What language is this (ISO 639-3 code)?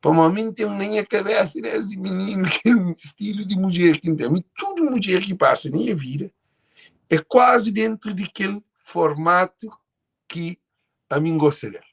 kea